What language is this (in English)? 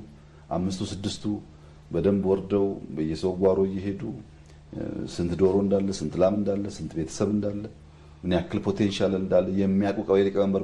Amharic